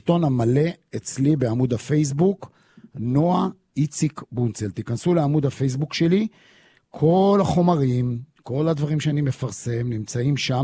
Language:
Hebrew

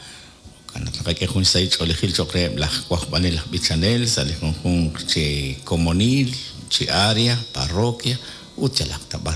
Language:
Kekchí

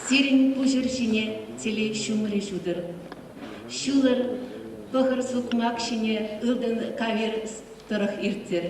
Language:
Chuvash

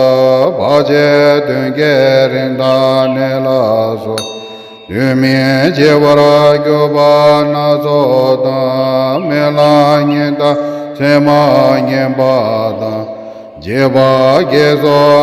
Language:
Tibetan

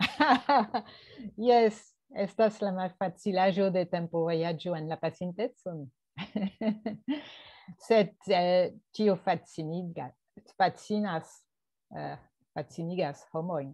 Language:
Esperanto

